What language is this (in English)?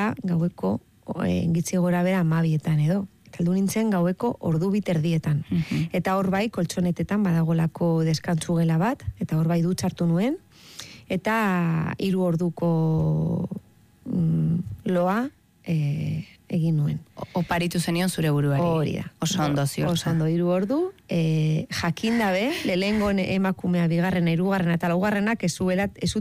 Basque